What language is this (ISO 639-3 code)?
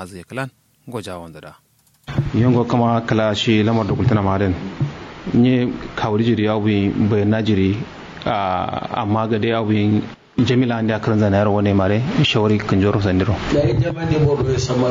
kau